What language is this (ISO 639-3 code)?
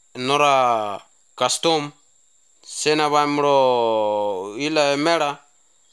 eus